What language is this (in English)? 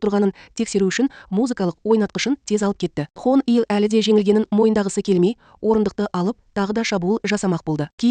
Kazakh